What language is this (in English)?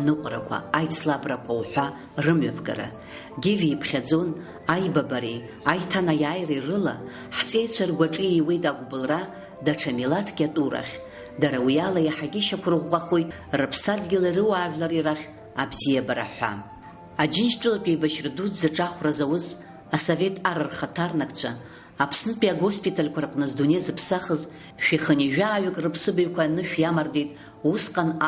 Abkhazian